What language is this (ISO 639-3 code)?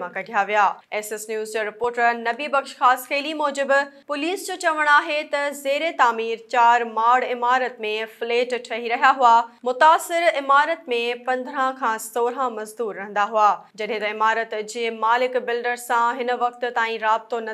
snd